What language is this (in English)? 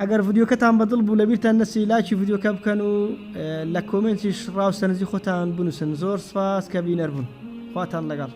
Central Kurdish